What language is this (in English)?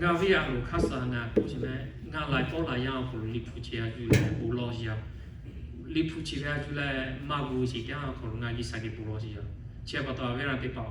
Lahu